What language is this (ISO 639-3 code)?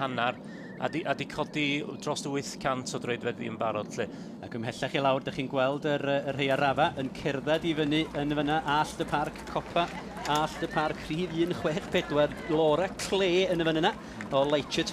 cym